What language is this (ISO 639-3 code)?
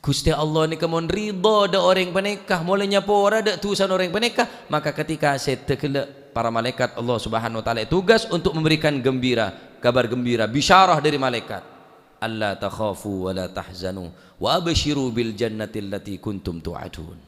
mad